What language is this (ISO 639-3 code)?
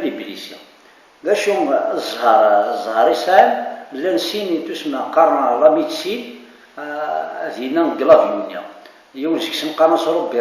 kab